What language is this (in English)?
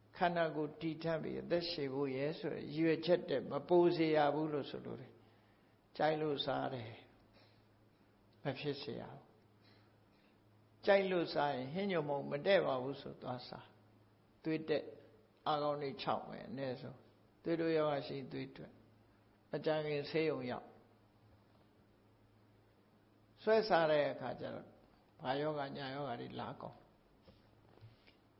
Burmese